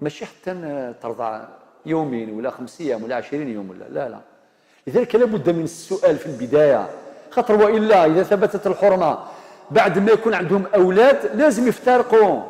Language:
Algerian Arabic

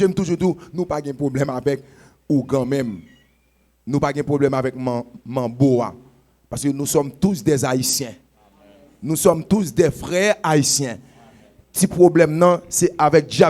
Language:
Haitian Creole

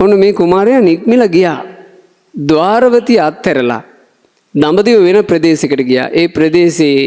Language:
Sinhala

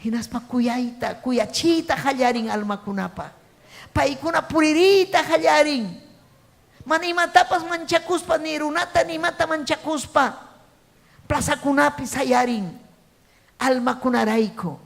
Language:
Ayacucho Quechua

